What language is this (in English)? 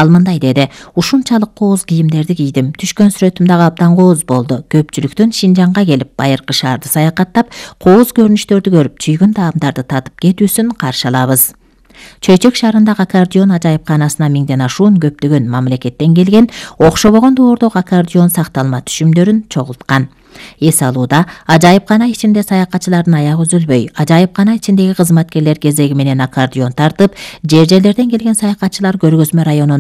Kyrgyz